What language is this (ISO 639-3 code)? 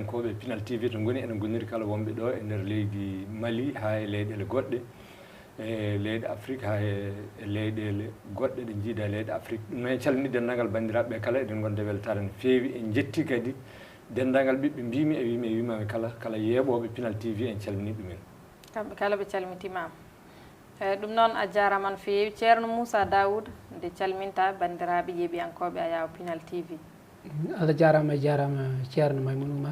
ful